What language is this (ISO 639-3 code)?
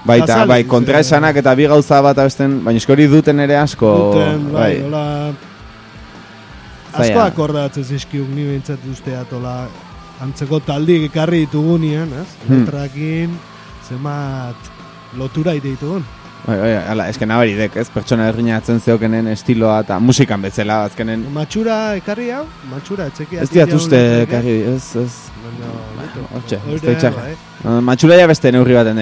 eus